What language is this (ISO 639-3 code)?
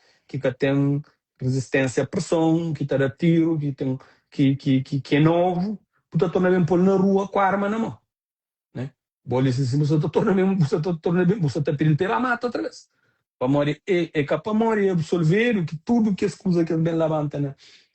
kea